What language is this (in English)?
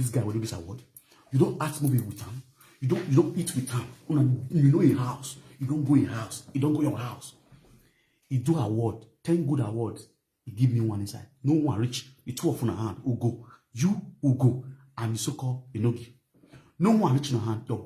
Nigerian Pidgin